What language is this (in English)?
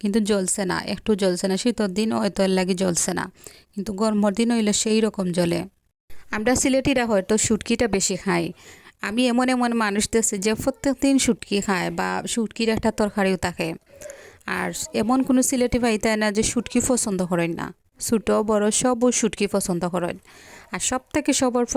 Sylheti